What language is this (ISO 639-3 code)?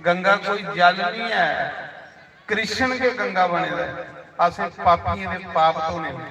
doi